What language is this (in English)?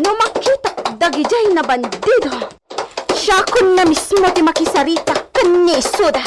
Iloko